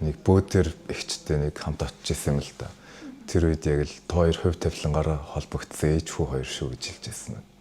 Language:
Mongolian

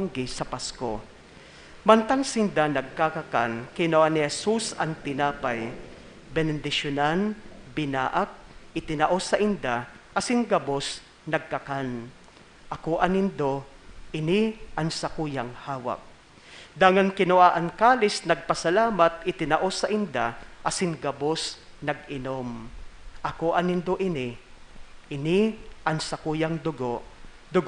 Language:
Bikol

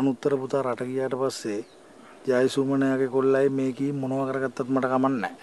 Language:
Sinhala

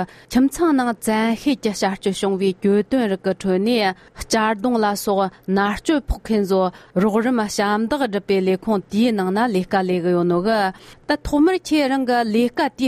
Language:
Tibetan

